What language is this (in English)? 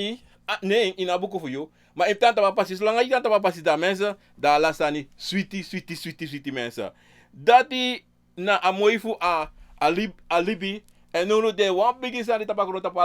Sranan Tongo